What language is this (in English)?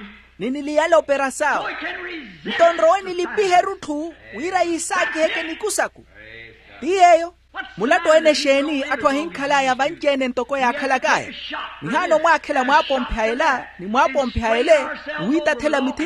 Makhuwa